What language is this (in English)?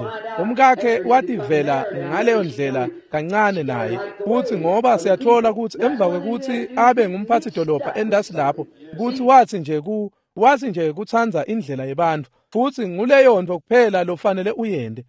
Swati